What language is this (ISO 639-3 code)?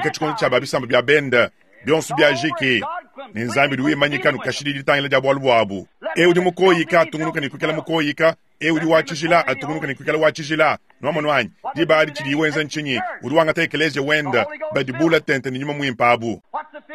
lua